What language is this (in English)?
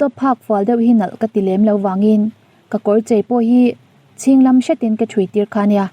Mizo